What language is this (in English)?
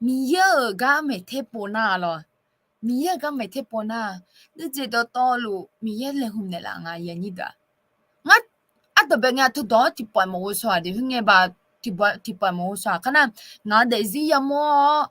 Akha